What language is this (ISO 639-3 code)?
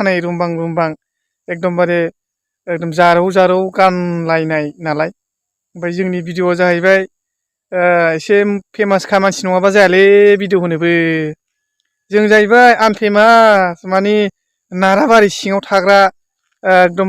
brx